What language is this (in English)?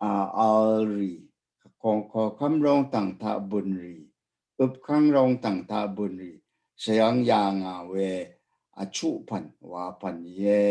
Rawang